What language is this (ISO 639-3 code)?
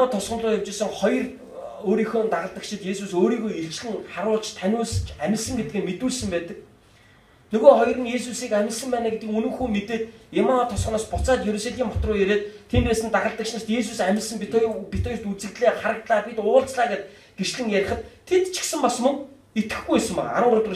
mon